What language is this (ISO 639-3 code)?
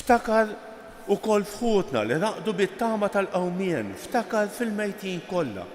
mlt